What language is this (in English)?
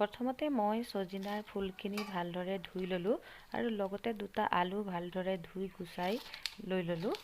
Assamese